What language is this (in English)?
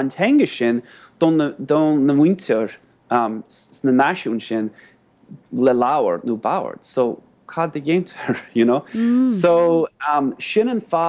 Irish